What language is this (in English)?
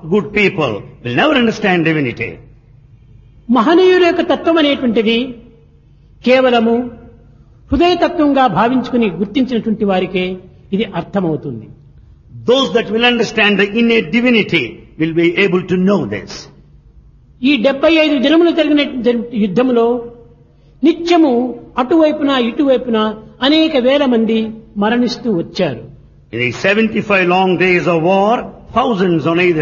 Telugu